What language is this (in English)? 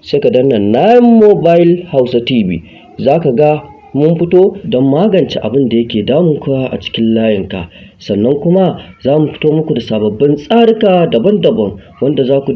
Hausa